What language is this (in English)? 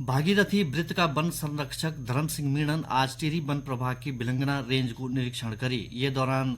Garhwali